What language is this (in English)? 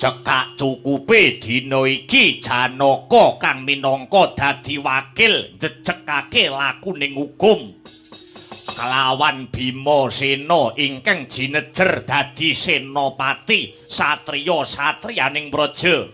Javanese